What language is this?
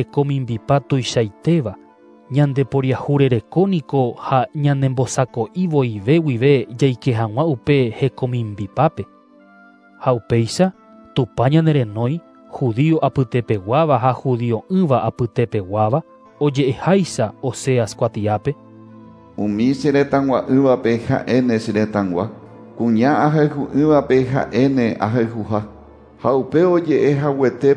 Guarani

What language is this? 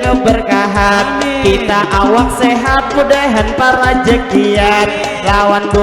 Banjar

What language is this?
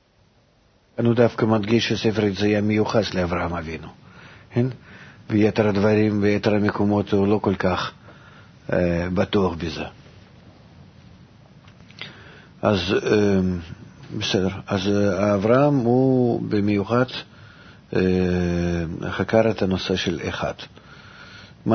Hebrew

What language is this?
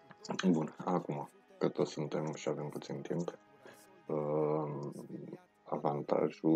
Romanian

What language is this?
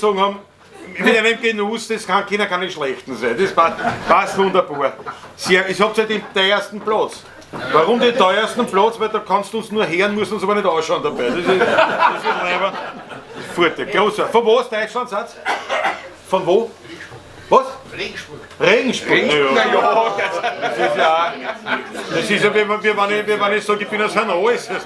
Bavarian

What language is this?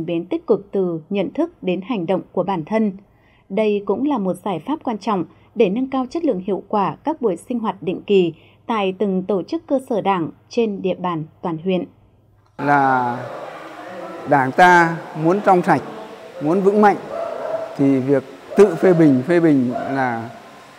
Vietnamese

